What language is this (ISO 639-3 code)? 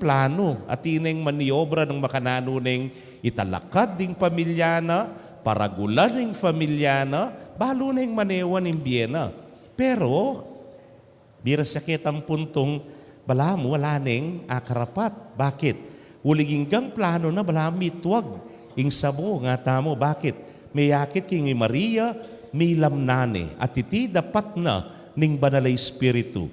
pam